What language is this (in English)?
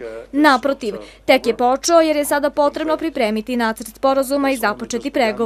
Serbian